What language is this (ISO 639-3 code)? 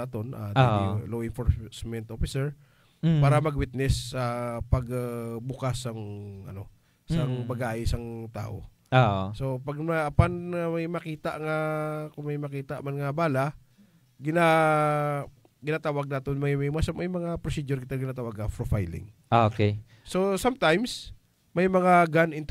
hil